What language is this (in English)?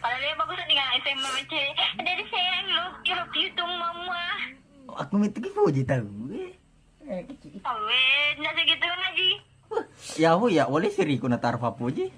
Buginese